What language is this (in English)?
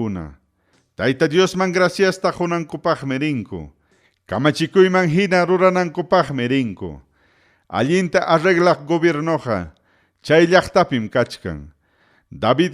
Ayacucho Quechua